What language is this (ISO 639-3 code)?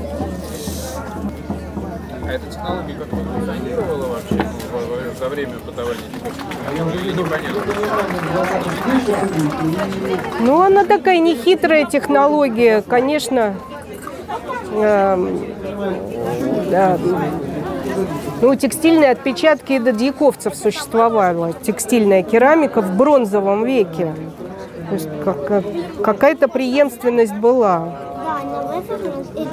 rus